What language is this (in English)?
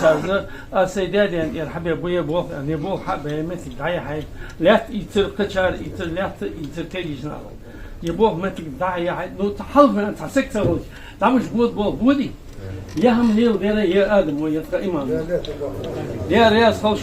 Ingush